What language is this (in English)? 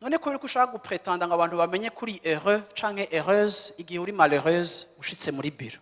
Rundi